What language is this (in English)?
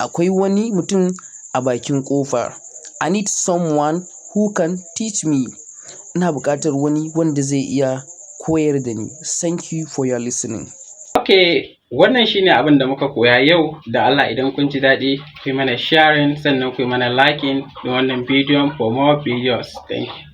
Hausa